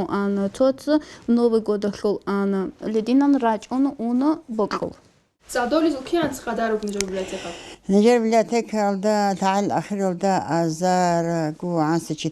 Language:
Avaric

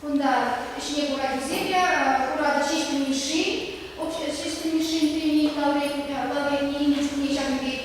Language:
Chuvash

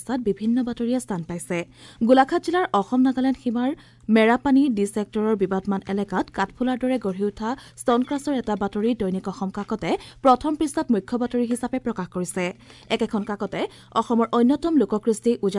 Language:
Assamese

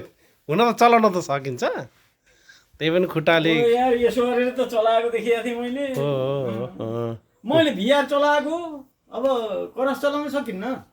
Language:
Nepali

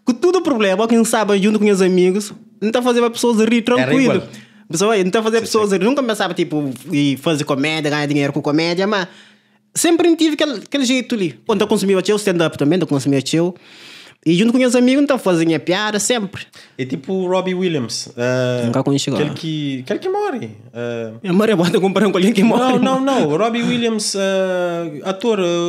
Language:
Kabuverdianu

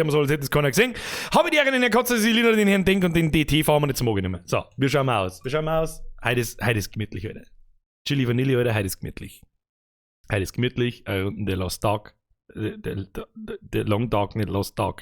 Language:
Bavarian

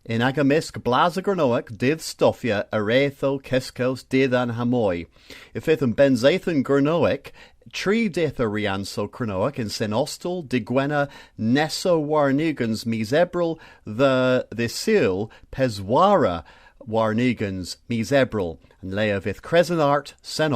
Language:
Cornish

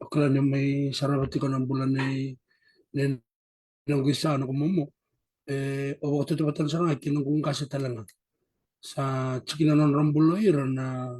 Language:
Fijian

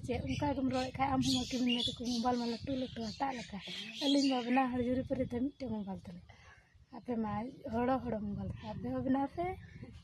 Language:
Santali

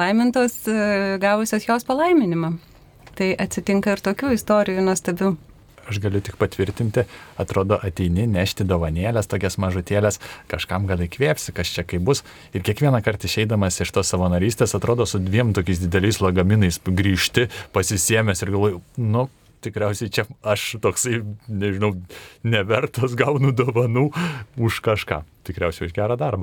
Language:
Lithuanian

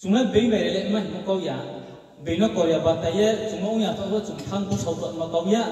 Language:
Riang (India)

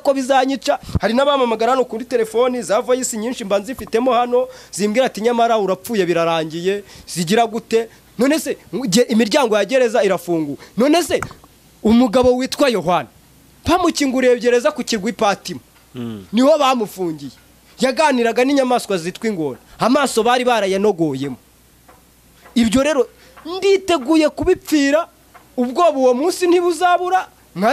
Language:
Kinyarwanda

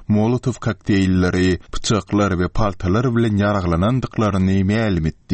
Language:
Turkmen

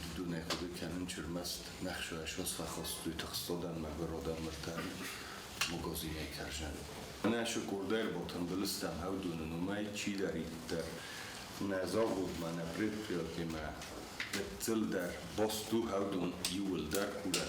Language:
Ossetic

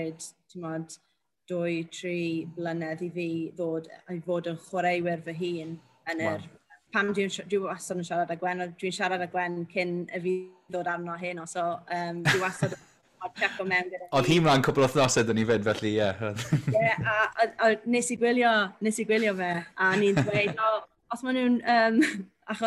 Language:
Welsh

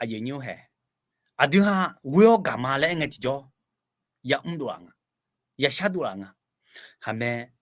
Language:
Akha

